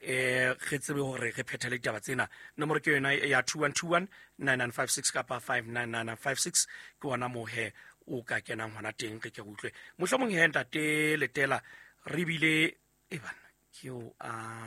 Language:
Southern Sotho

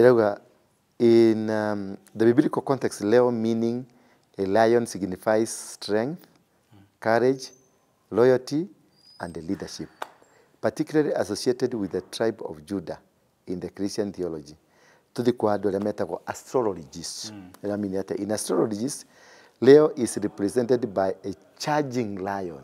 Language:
Kikuyu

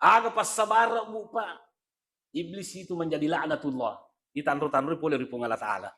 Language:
Buginese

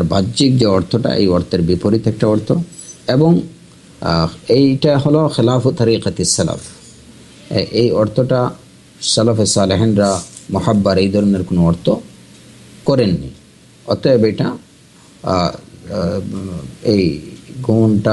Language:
Bangla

